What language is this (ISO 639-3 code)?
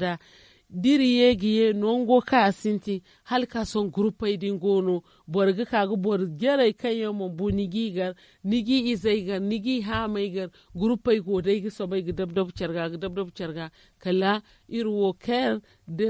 dje